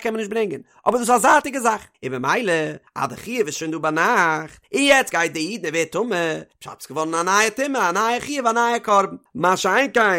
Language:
Yiddish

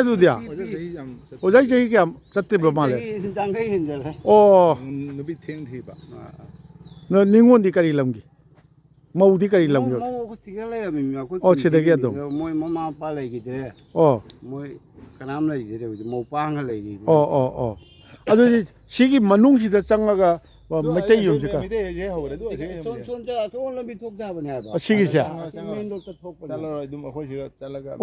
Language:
Manipuri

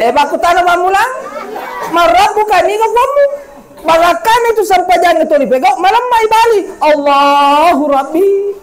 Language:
Buginese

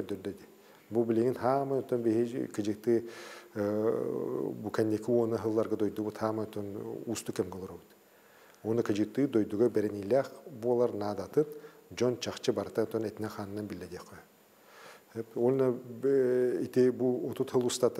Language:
Yakut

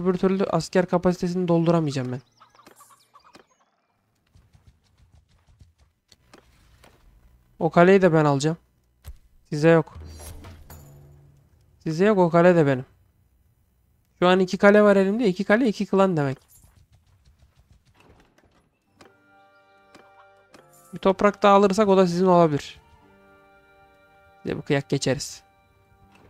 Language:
Turkish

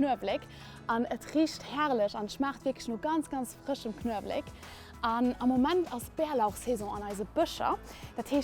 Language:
Luxembourgish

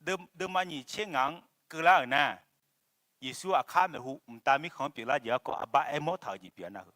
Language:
Akha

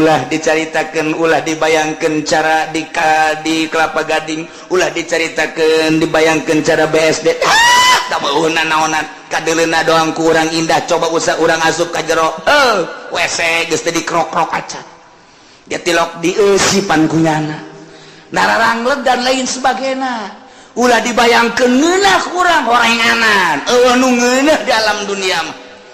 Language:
Sundanese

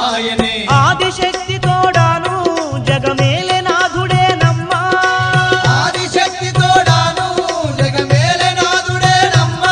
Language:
Telugu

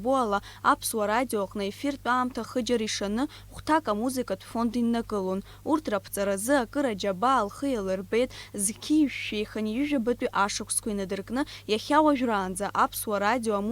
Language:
Abkhazian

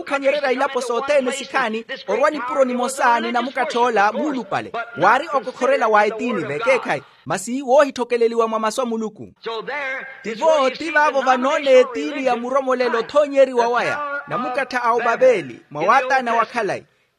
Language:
Makhuwa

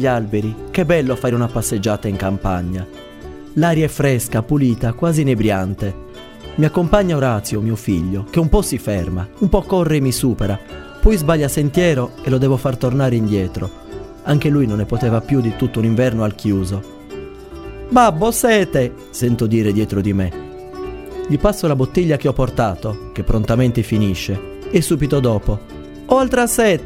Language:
Italian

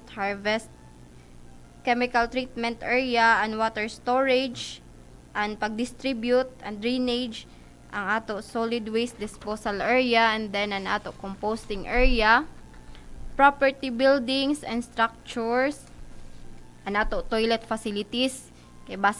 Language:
Cebuano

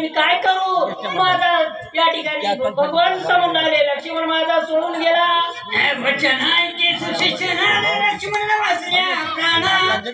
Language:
Marathi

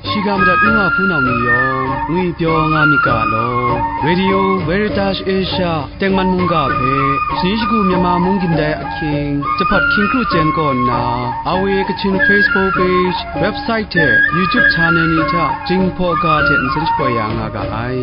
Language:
Kachin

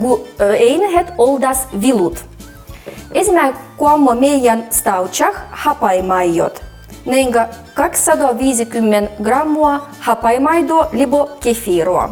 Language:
Livvi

